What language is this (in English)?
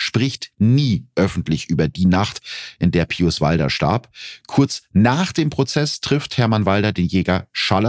German